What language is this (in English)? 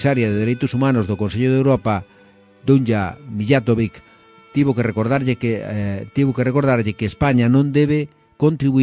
Galician